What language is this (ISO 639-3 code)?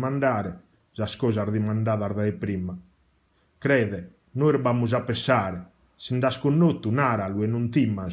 srd